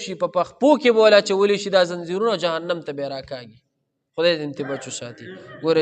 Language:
Pashto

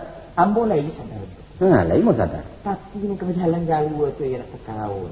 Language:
Minangkabau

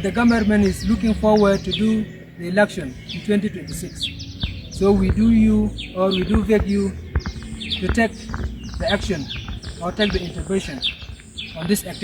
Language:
Nuer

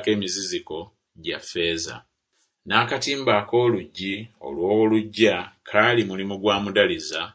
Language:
Ganda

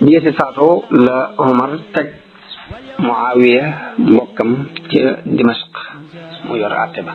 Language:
Wolof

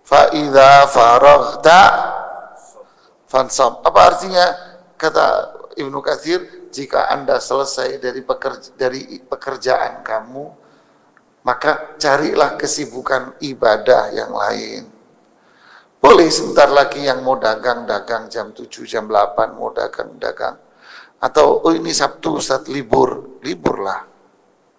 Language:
Indonesian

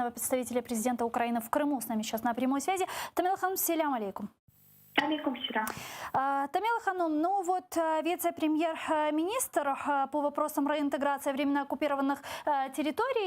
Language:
Crimean Tatar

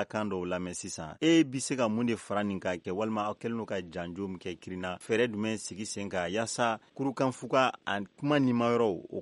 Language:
Bambara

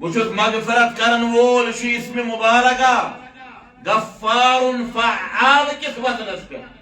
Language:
Kashmiri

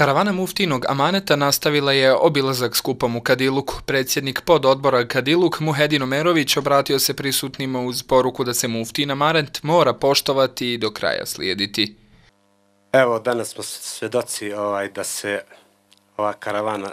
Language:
Croatian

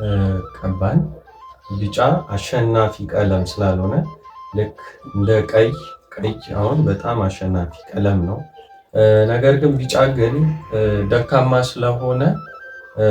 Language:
Amharic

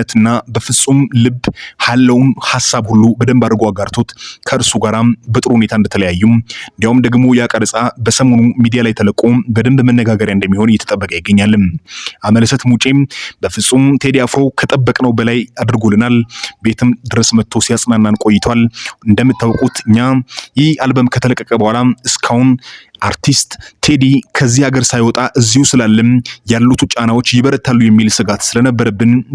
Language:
Amharic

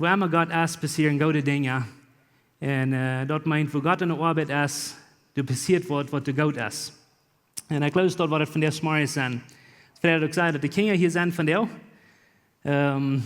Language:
Plautdietsch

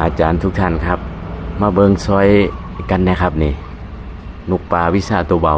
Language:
Northeastern Thai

